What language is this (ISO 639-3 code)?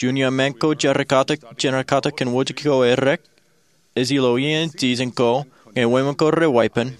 mah